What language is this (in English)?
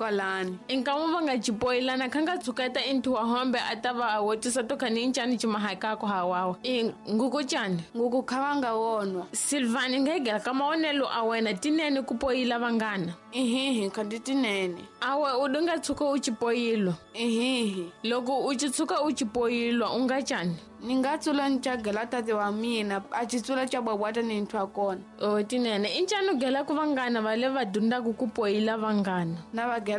Tsonga